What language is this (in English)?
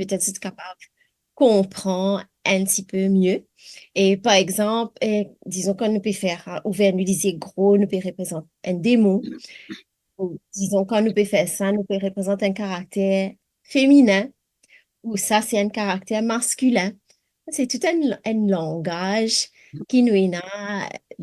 Morisyen